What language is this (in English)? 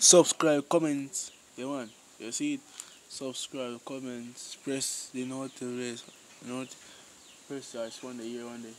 Jamaican Creole English